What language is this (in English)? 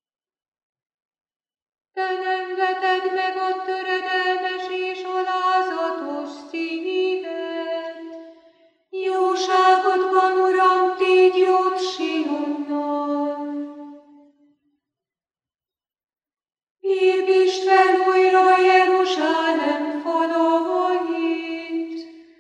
Hungarian